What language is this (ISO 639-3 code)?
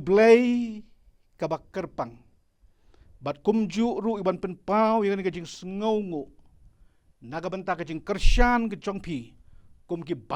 kha